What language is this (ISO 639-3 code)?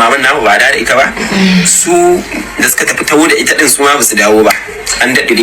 hau